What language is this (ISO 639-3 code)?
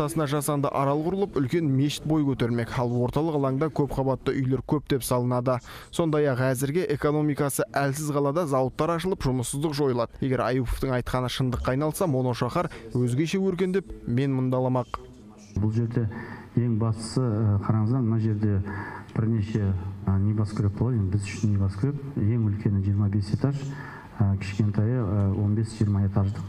kaz